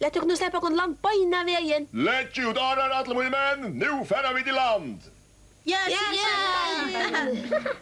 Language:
Faroese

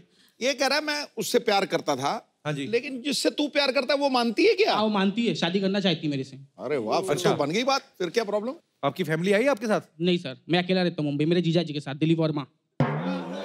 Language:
Hindi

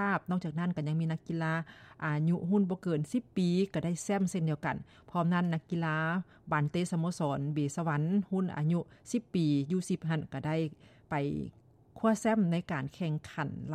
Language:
Lao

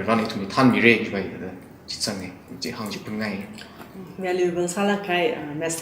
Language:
Tangkhul Naga (India)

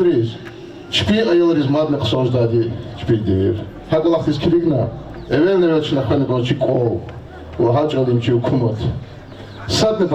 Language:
Lezghian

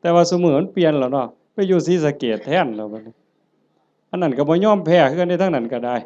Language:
Northeastern Thai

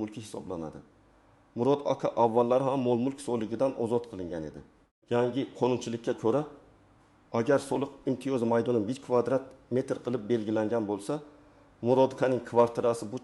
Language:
Uzbek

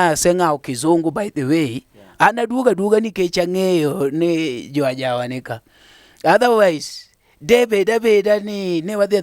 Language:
Luo (Kenya and Tanzania)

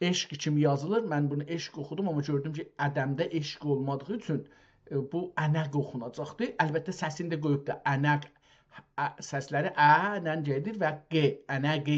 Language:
South Azerbaijani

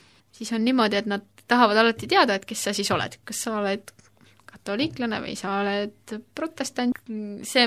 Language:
Estonian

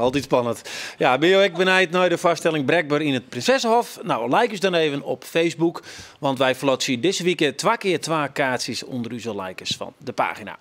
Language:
Western Frisian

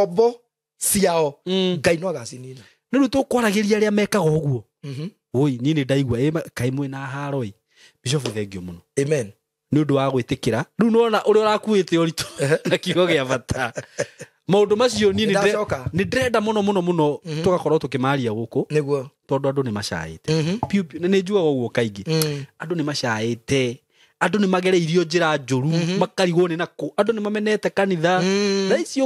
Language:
Kikuyu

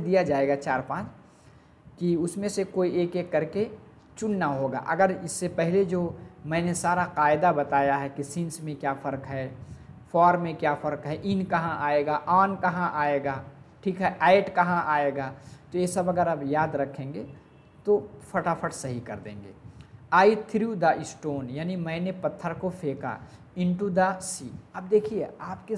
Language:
Hindi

